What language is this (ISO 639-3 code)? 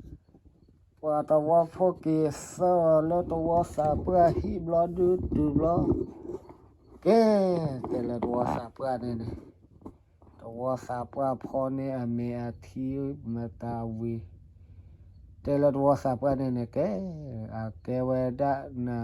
ksw